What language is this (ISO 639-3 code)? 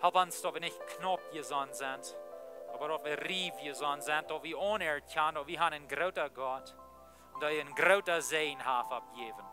pdt